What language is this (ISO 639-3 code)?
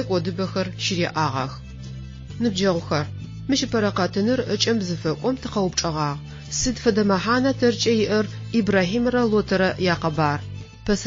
ady